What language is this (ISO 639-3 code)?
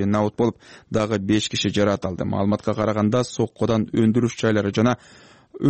kir